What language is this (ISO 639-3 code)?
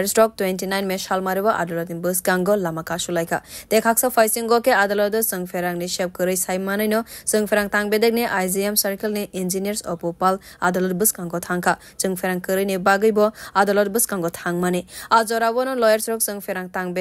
trp